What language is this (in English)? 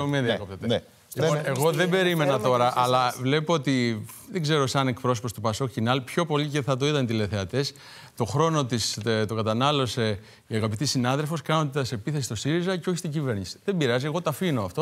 Greek